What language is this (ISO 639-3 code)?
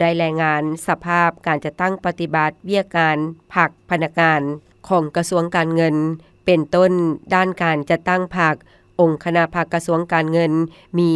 lao